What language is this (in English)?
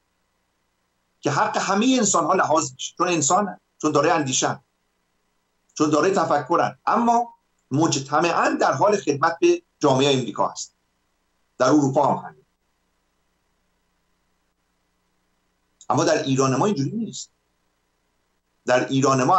Persian